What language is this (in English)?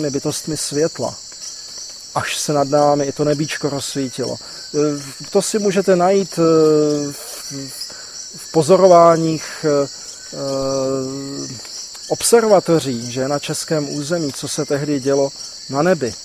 Czech